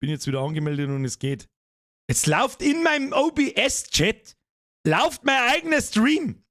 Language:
Bavarian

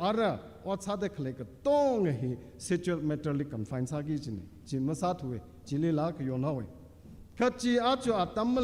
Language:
Tangkhul Naga (India)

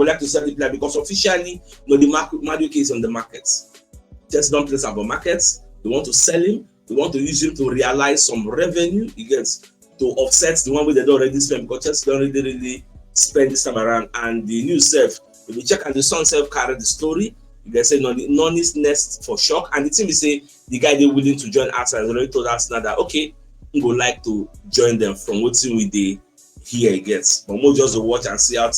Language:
Nigerian Pidgin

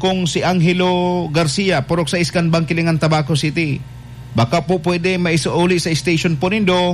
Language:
Bikol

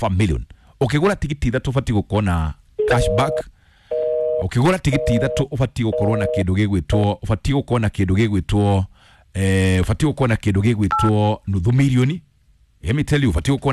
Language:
Kikuyu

